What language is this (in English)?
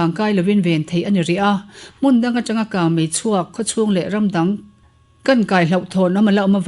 Mizo